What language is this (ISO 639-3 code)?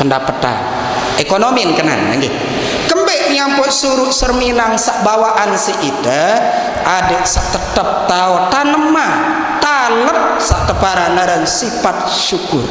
sas